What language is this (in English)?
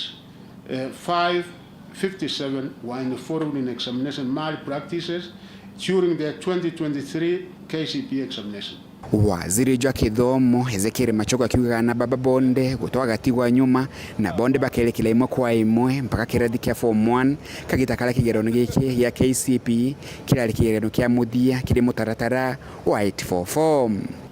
Meru